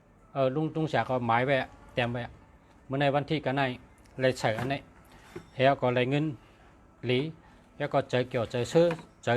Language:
Shan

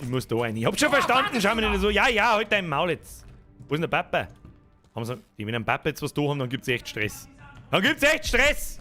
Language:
Bavarian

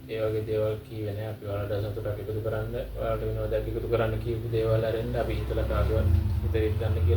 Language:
Sinhala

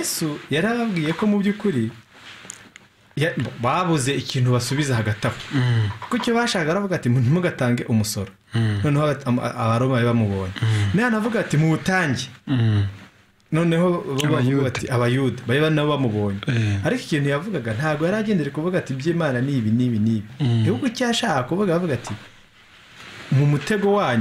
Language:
Kinyarwanda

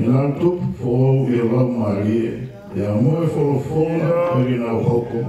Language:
Tongan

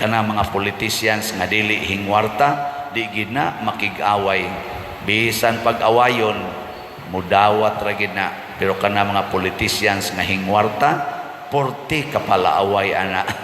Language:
Cebuano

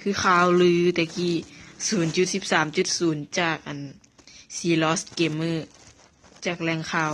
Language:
Lao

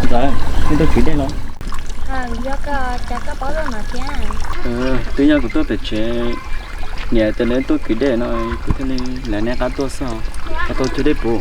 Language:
Hmong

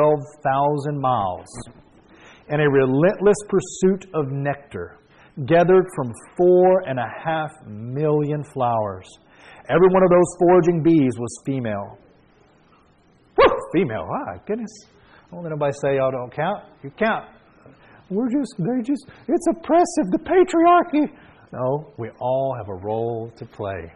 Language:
English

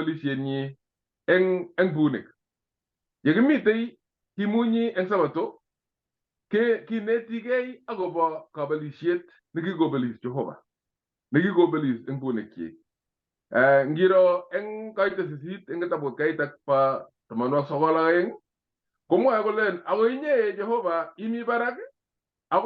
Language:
Kalenjin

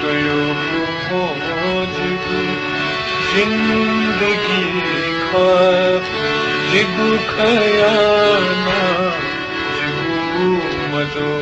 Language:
Newari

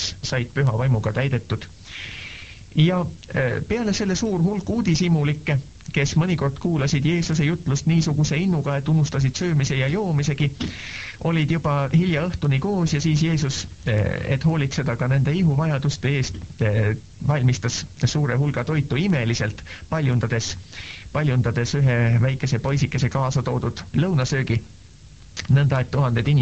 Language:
Estonian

